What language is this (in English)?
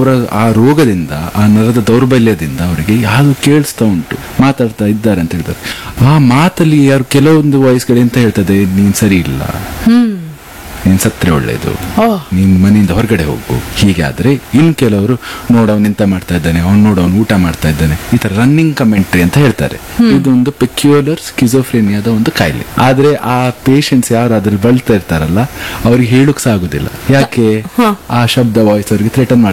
Kannada